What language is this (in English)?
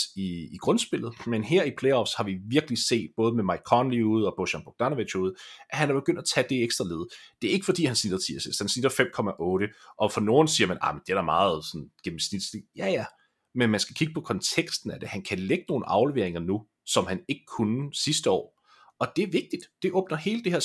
Danish